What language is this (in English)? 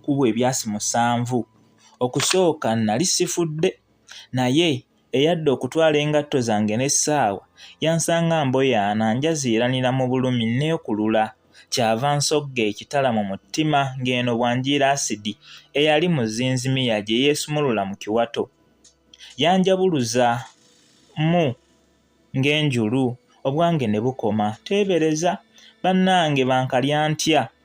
Ganda